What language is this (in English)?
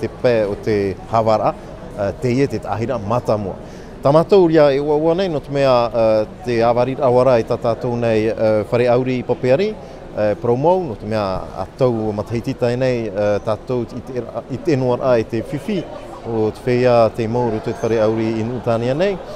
Tahitian